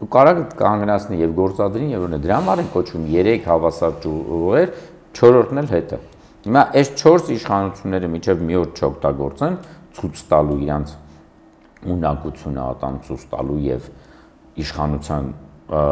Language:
Armenian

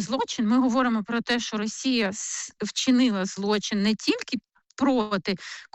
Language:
Ukrainian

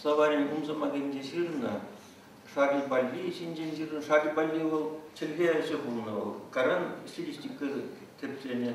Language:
Chuvash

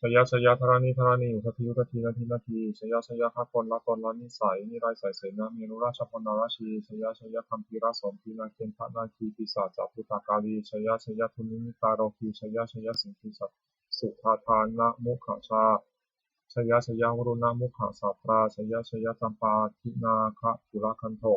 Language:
Pali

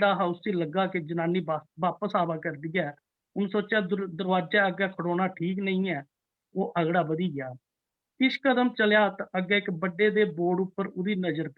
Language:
Dogri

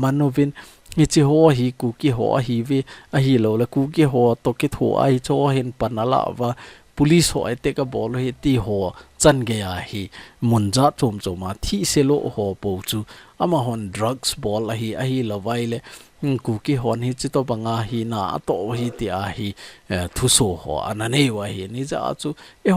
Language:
Thado Chin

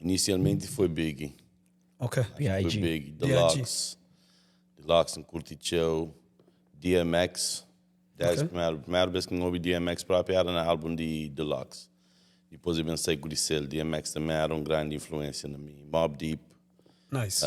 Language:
Kabuverdianu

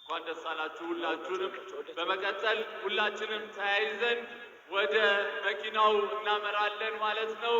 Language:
Amharic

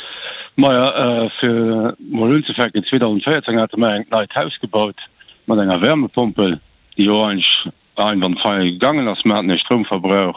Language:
Luxembourgish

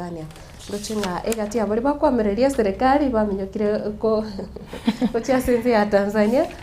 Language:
Gusii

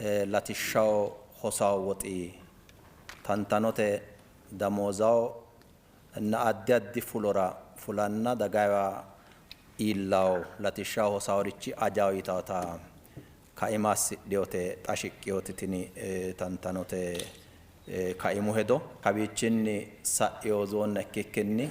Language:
Sidamo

